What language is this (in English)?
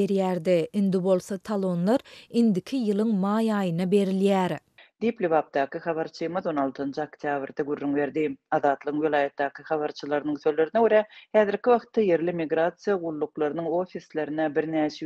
Turkmen